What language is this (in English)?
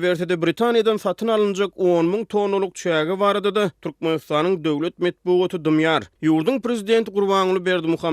Turkmen